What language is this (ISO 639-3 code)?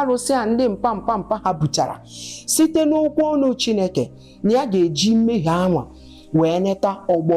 ibo